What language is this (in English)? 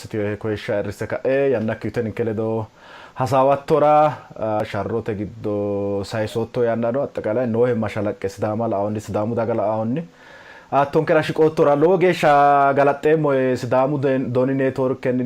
Sidamo